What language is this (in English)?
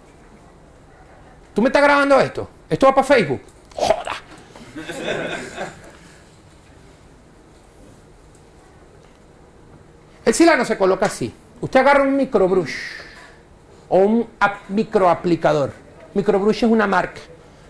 Spanish